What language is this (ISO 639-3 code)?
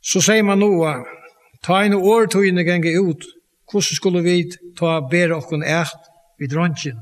fao